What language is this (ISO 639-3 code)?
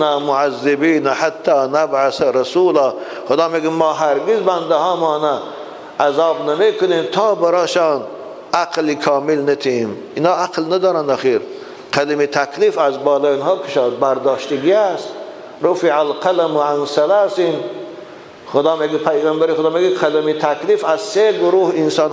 tgk